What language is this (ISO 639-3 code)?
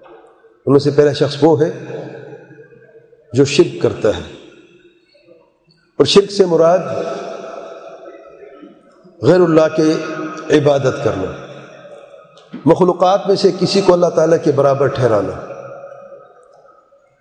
urd